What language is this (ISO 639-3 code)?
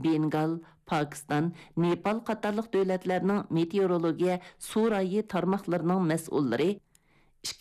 uig